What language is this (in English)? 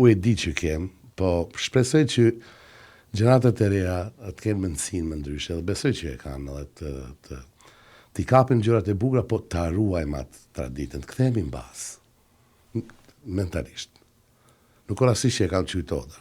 Albanian